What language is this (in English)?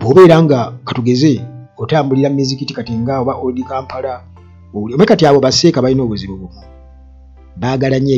Ganda